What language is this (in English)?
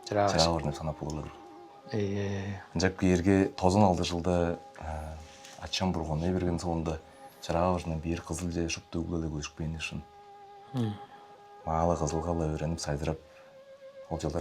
Tuvinian